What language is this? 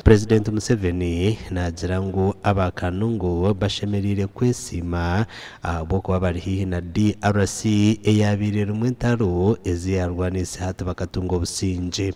Nyankole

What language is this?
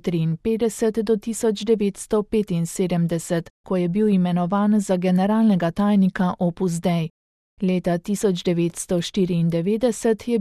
Slovenian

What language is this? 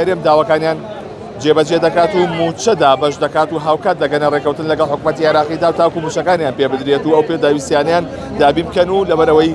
Central Kurdish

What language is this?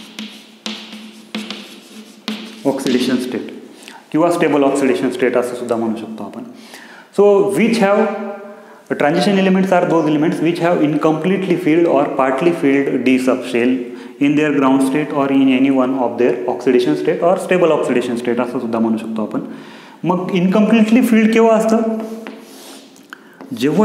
Marathi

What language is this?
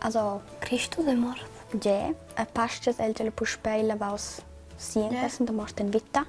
Romansh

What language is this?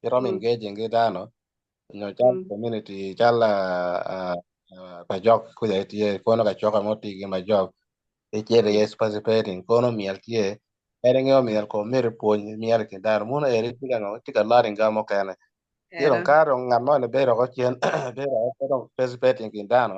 Acoli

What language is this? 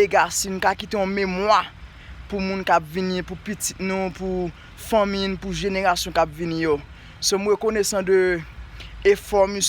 Haitian Creole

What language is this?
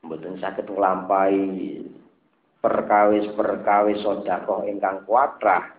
Javanese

